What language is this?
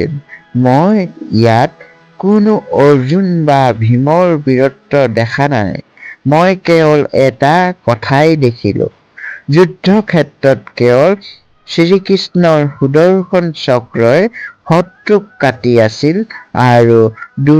Assamese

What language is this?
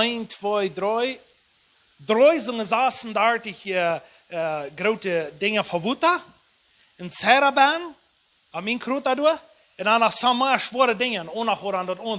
Plautdietsch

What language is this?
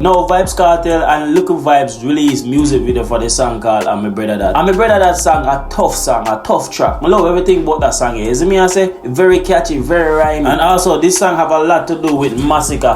Jamaican Creole English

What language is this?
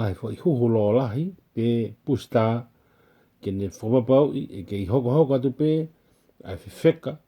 Tongan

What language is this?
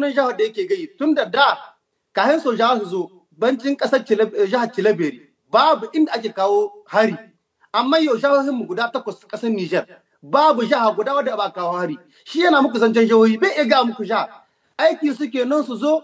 Hausa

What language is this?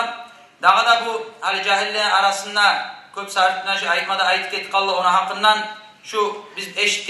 Kumyk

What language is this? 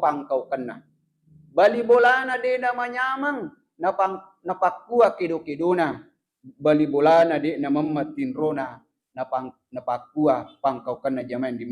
Buginese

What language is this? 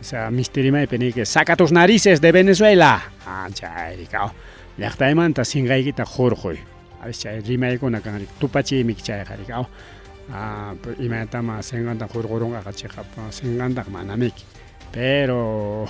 Ayacucho Quechua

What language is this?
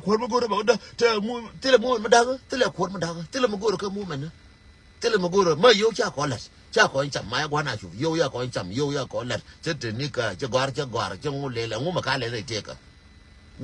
Nuer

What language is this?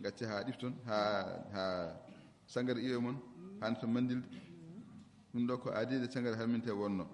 Fula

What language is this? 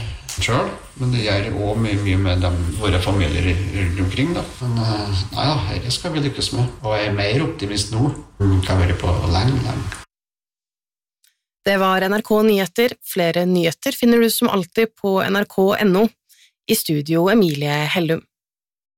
Norwegian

